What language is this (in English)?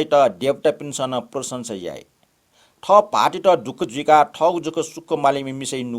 Newari